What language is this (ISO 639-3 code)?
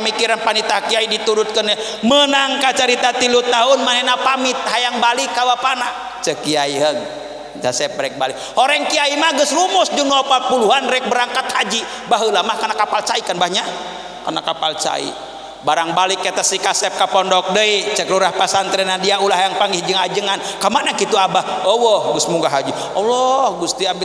sun